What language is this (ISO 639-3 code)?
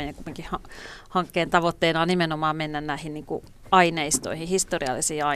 fin